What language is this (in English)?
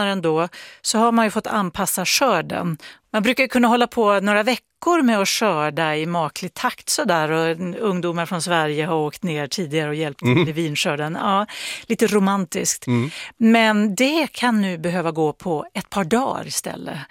Swedish